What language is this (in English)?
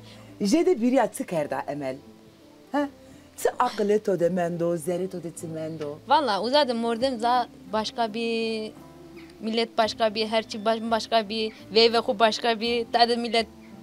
Zaza